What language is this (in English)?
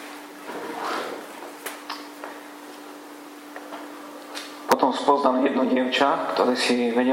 Slovak